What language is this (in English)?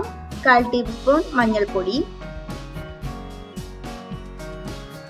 Malayalam